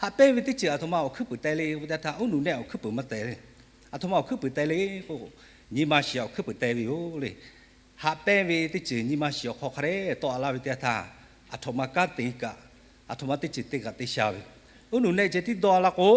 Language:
Lahu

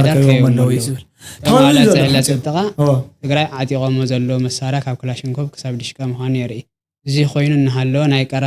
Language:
Tigrinya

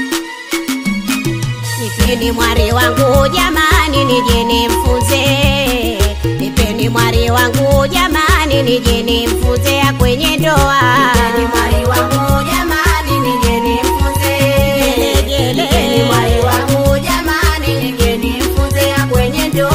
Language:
Swahili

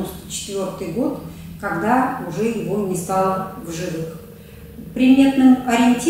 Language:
Russian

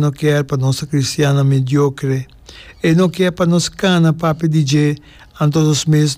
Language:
Papiamento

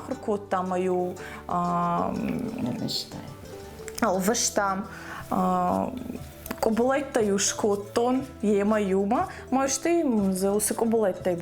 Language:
Ossetic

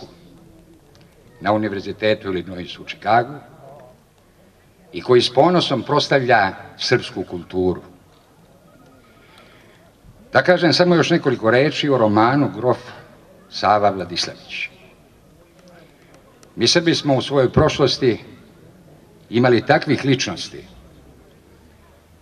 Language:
Serbian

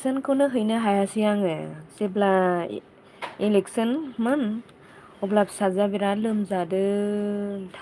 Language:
Bodo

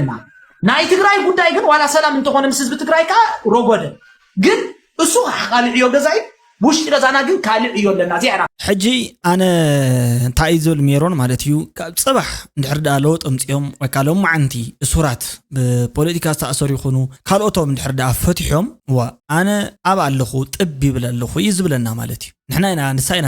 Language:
Tigrinya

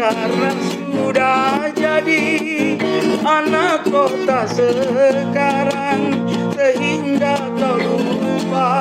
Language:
Makassar Malay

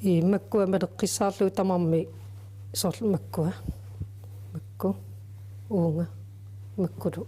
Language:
Kalaallisut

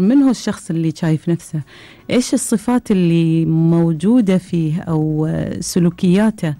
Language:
Gulf Arabic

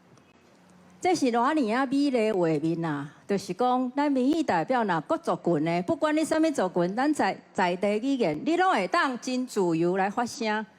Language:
Min Nan Chinese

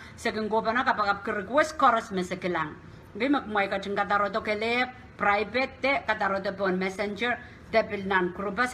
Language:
Pohnpeian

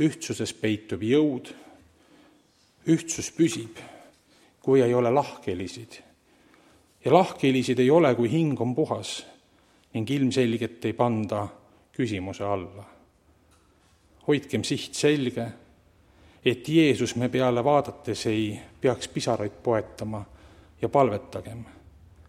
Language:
Estonian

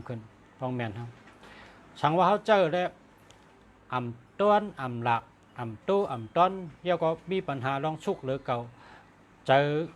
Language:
Shan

